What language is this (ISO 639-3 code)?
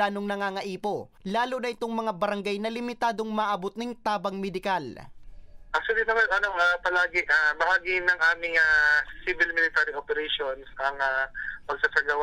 bik